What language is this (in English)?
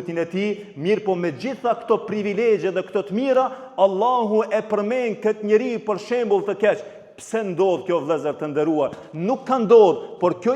Albanian